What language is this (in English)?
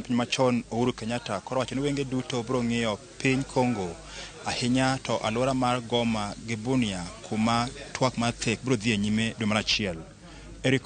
Luo (Kenya and Tanzania)